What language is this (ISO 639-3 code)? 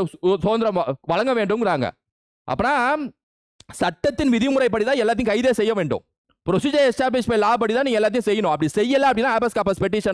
tam